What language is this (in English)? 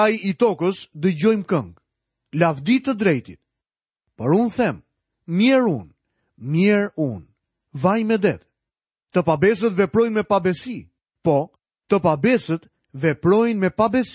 Albanian